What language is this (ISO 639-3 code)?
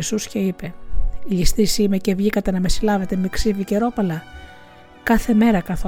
ell